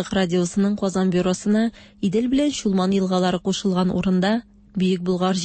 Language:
Tatar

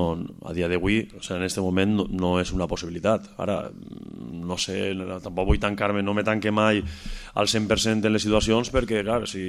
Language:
Catalan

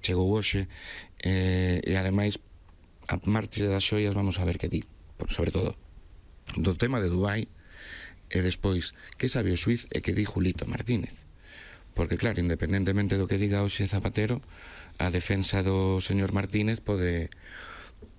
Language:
Galician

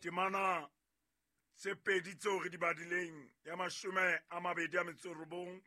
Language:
Southern Sotho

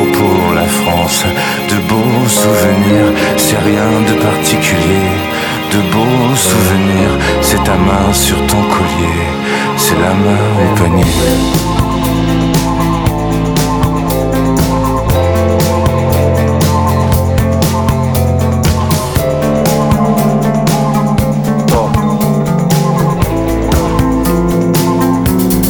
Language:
French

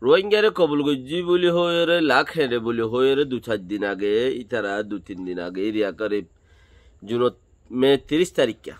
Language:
Rohingya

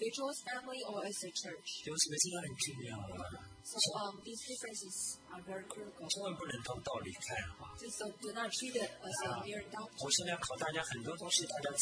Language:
Chinese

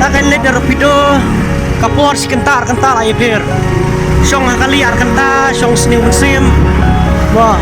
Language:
Khasi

